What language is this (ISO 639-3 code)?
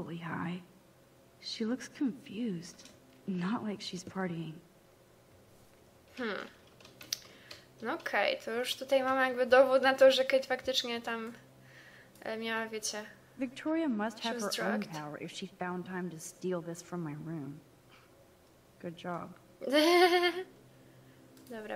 pol